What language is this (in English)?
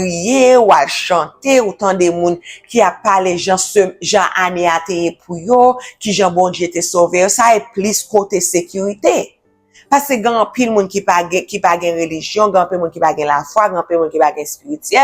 Haitian Creole